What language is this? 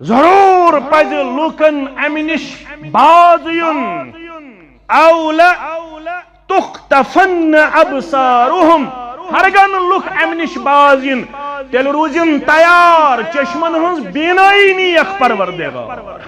Kashmiri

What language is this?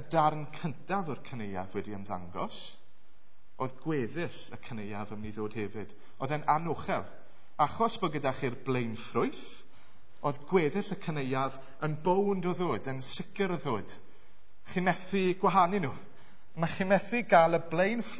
Welsh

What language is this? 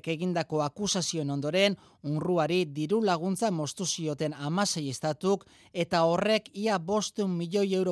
Basque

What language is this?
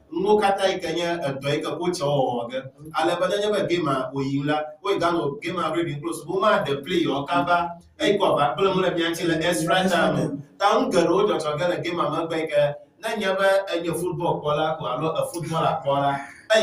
Ewe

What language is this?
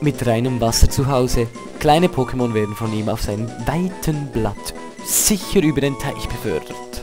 Swiss German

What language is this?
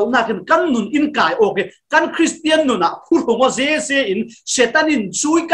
Falam Chin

